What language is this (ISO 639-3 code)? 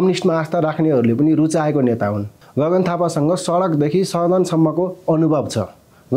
nep